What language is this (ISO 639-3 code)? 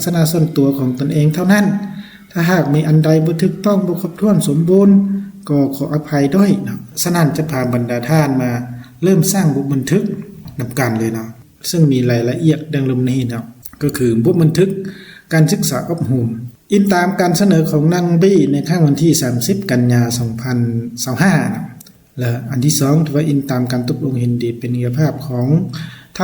lao